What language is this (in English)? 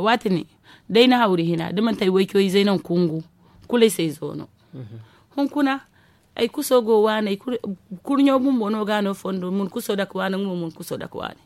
Zarma